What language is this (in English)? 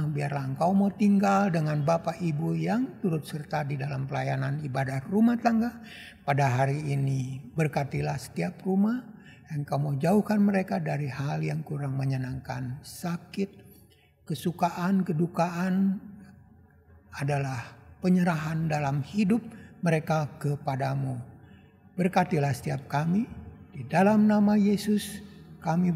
Indonesian